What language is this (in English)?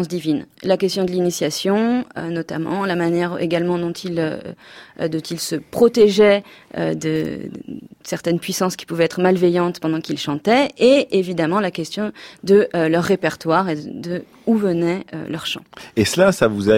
French